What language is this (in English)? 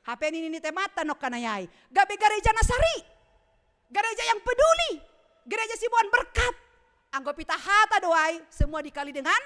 Batak Simalungun